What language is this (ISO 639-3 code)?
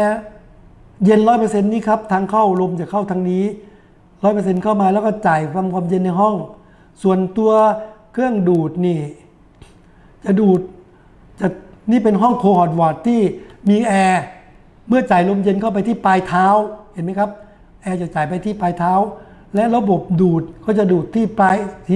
tha